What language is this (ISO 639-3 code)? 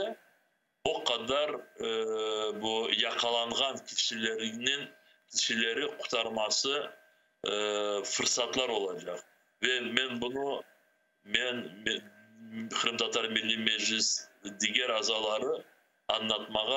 crh